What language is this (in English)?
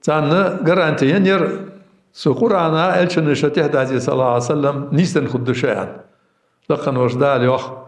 Ingush